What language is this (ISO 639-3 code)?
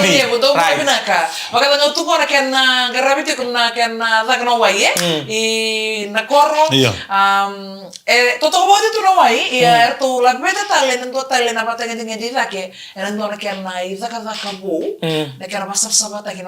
fij